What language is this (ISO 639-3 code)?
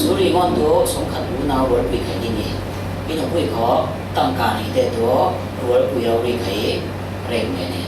cfm